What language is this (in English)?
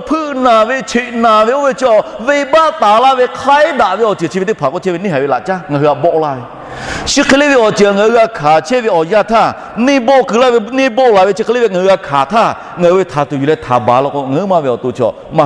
Lahu